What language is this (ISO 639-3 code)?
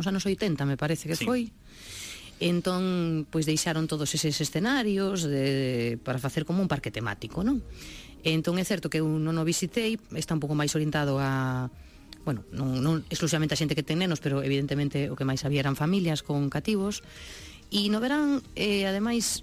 glg